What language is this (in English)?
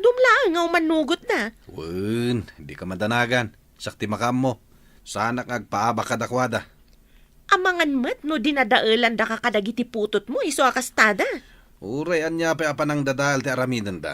Iloko